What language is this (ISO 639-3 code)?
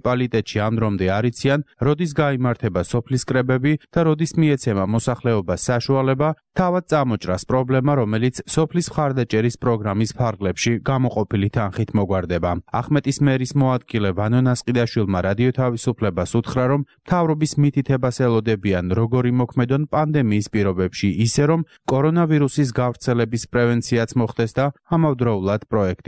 kat